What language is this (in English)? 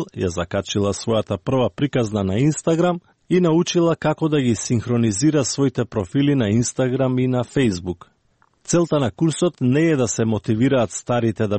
Macedonian